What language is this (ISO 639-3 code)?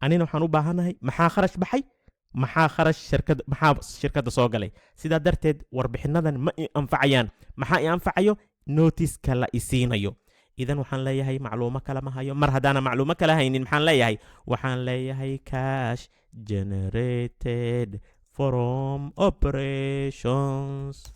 som